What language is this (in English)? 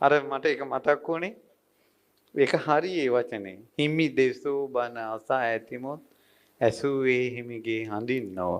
Sinhala